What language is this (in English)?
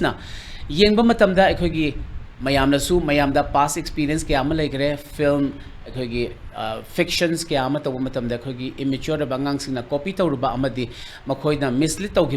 Manipuri